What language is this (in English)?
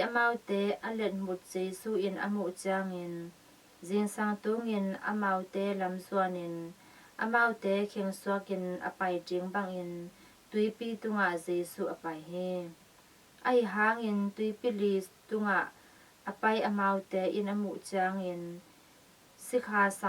Tedim Chin